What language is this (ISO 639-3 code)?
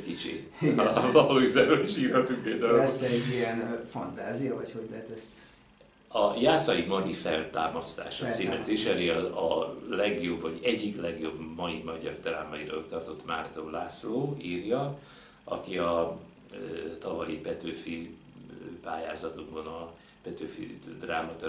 hun